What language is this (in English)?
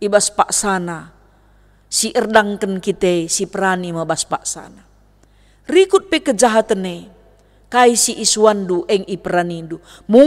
Batak Karo